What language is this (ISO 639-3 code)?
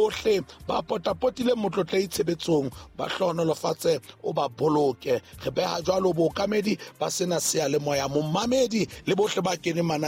sot